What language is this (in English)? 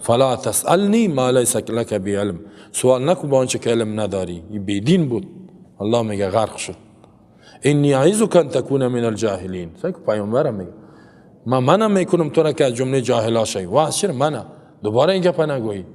Persian